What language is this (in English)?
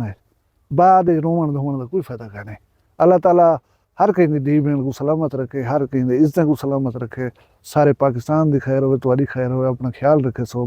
Saraiki